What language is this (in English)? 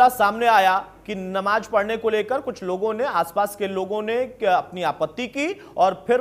Hindi